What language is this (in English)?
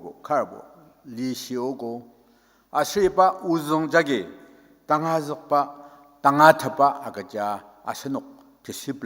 Ao Naga